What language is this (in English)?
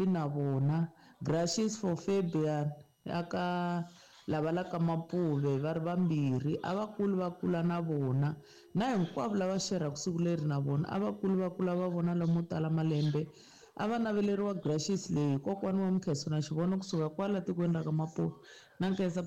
Tsonga